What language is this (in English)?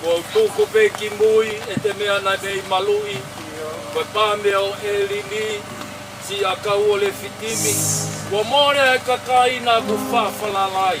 Tongan